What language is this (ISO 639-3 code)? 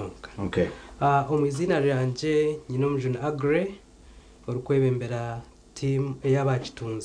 nyn